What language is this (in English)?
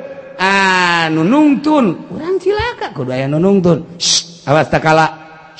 Sundanese